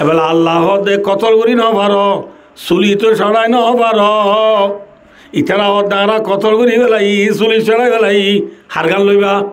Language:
Rohingya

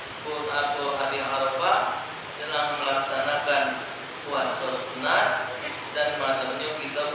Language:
Musi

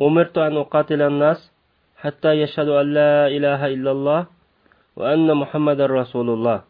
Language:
Uyghur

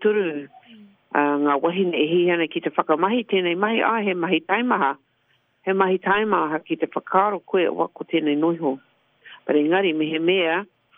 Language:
Māori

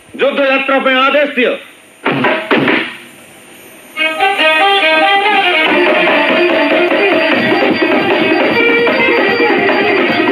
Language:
Odia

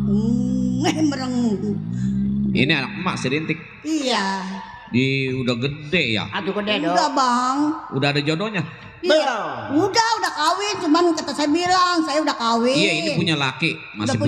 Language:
Betawi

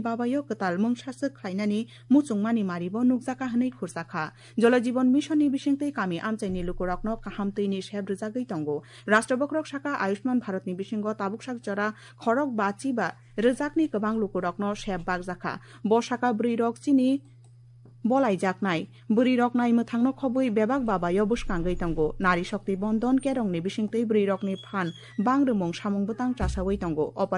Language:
Kok Borok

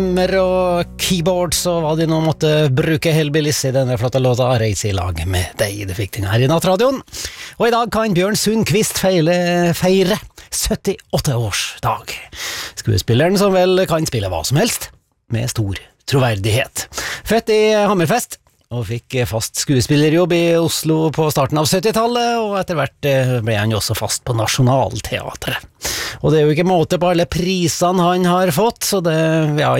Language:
Norwegian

